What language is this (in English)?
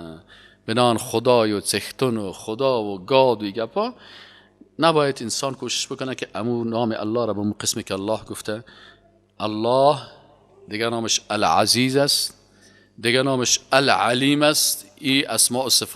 Persian